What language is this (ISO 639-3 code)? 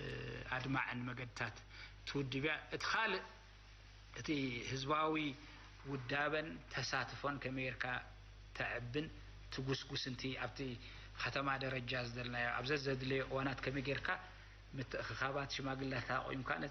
tir